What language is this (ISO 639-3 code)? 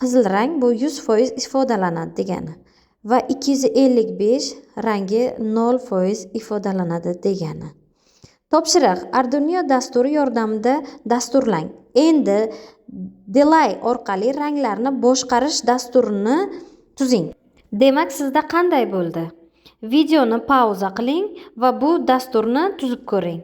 uzb